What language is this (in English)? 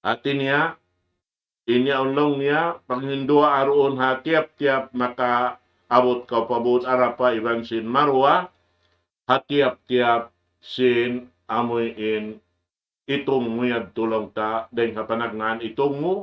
Tausug